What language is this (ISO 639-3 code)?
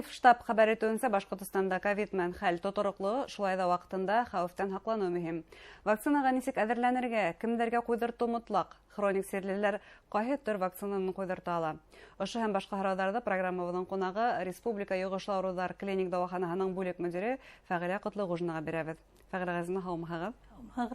bak